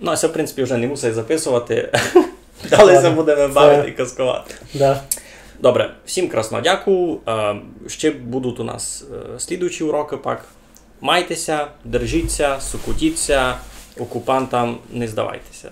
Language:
Rusyn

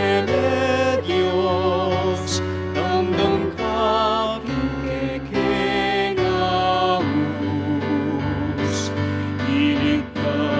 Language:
Pampanga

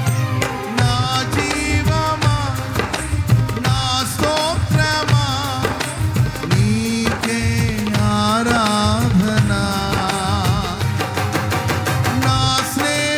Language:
Telugu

